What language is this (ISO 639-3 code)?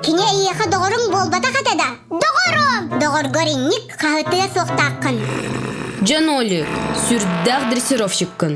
sah